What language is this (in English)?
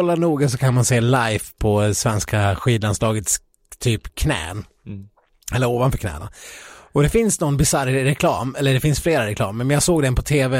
Swedish